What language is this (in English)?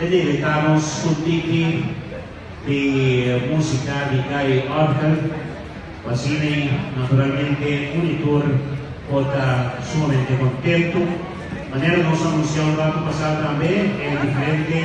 Papiamento